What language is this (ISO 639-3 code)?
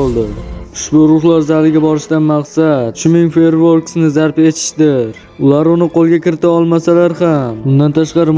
uzb